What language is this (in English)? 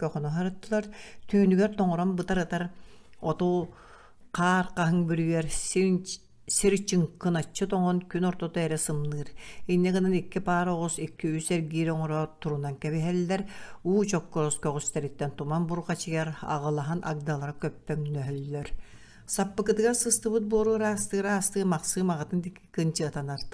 Yakut